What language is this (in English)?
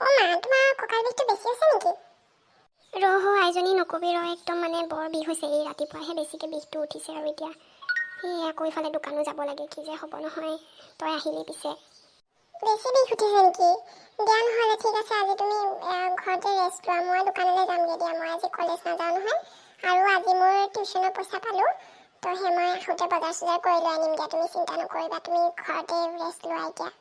Assamese